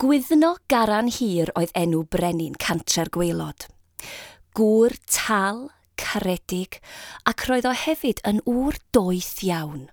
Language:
Welsh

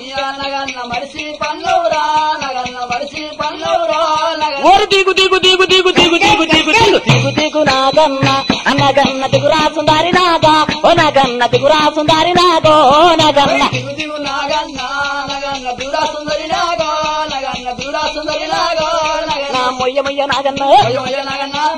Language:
Telugu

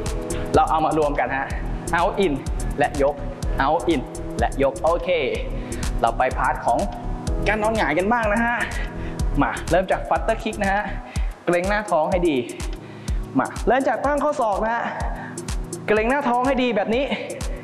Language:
Thai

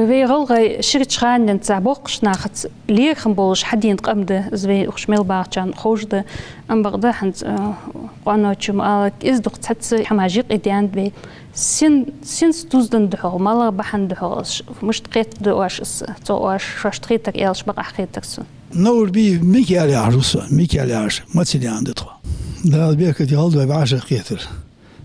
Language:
Ingush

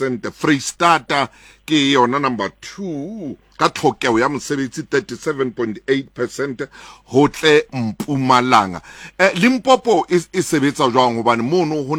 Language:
Southern Sotho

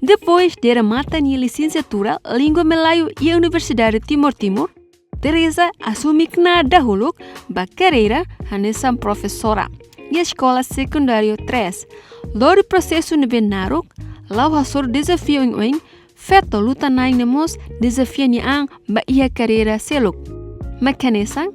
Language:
Tetum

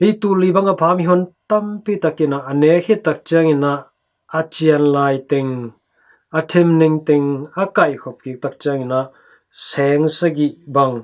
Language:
Tedim Chin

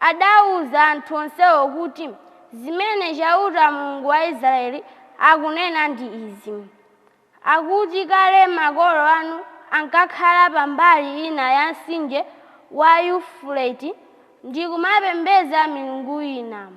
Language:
Nyanja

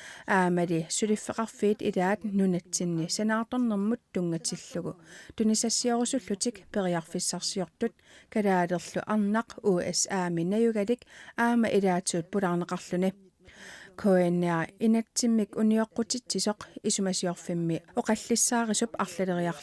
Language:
Kalaallisut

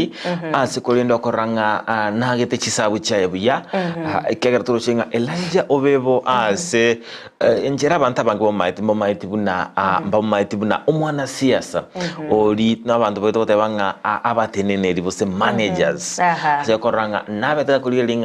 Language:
Gusii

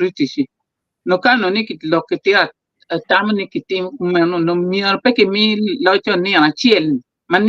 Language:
Acoli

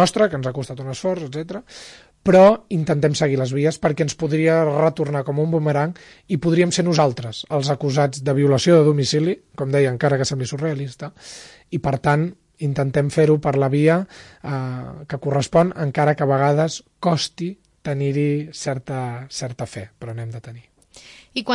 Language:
Catalan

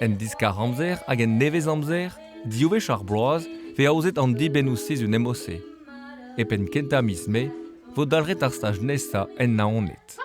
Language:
Breton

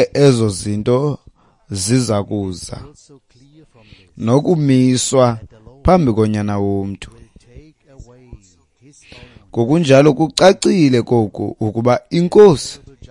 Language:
Xhosa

